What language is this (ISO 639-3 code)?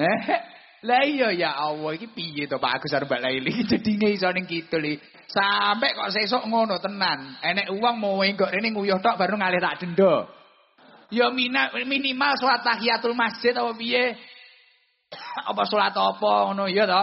jav